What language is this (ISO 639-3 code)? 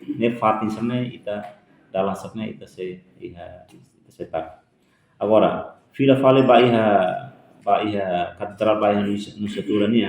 tet